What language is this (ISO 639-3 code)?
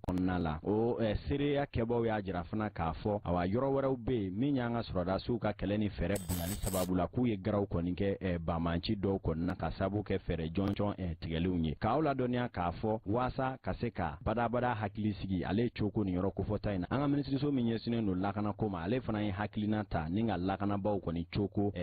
bam